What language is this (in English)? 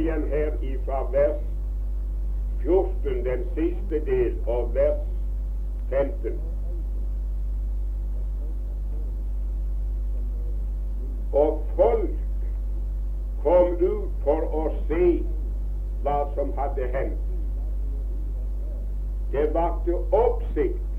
Norwegian